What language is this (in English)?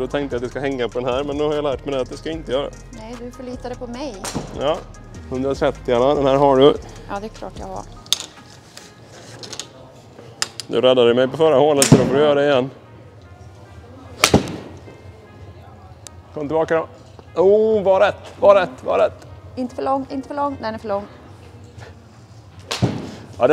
Swedish